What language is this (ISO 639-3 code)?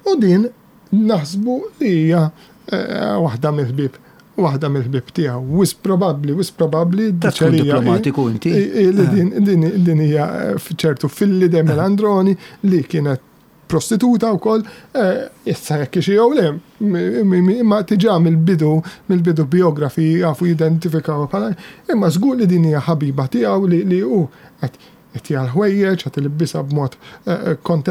mlt